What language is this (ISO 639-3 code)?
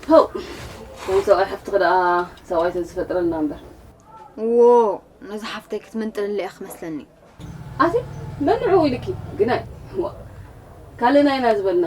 tir